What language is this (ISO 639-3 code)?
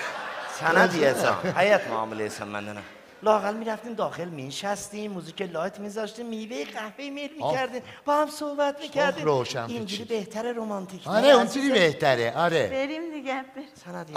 azb